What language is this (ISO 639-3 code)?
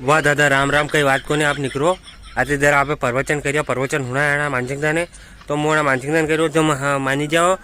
raj